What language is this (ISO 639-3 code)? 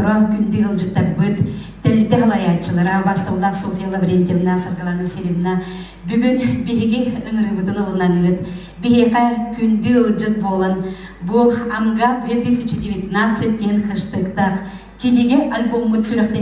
sah